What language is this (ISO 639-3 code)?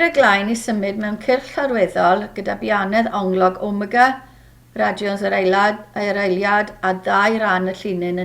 cym